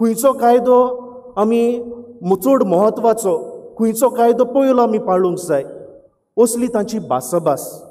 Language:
Konkani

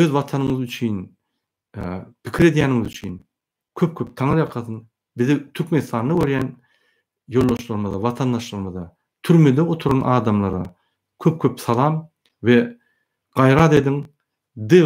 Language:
Turkmen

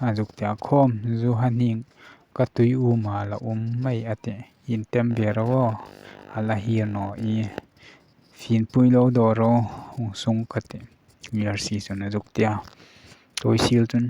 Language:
Hmar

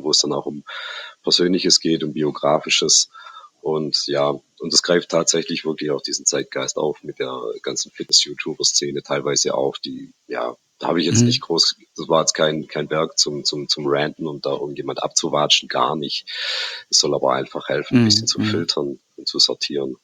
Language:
German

